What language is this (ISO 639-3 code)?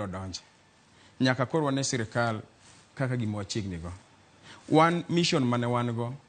luo